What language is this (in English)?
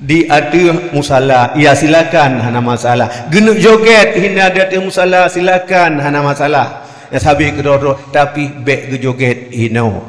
Achinese